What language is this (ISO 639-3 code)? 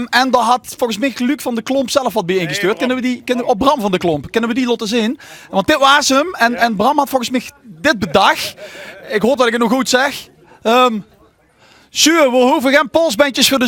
lim